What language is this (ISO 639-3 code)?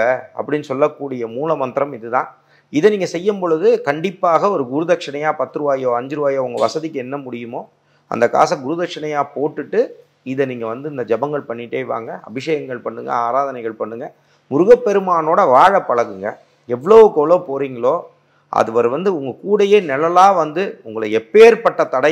tam